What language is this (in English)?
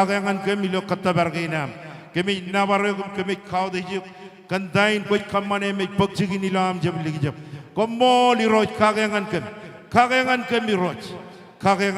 Marshallese